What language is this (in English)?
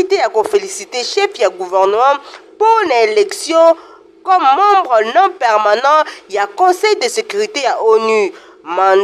Lingala